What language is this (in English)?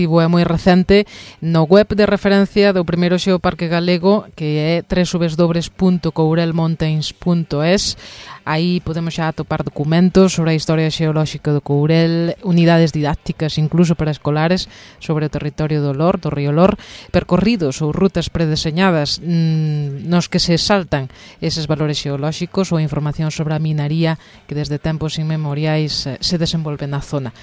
Galician